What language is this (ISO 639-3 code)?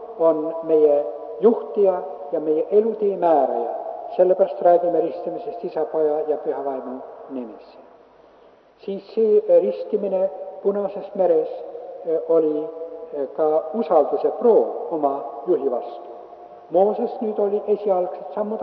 est